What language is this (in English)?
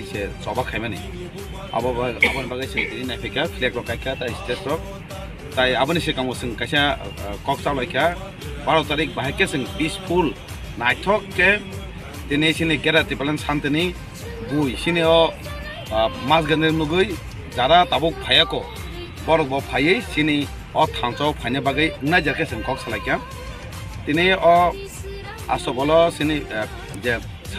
Kok Borok